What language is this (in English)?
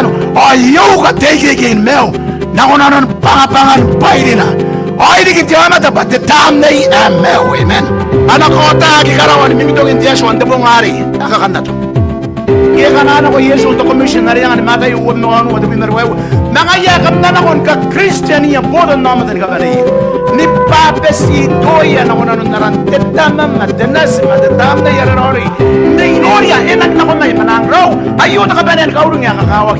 Gilbertese